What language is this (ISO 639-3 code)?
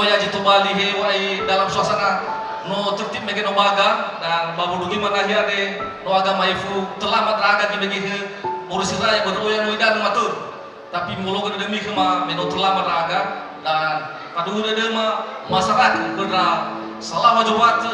nia